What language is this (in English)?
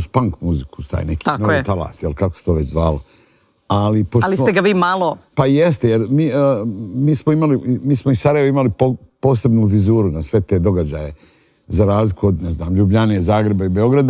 Serbian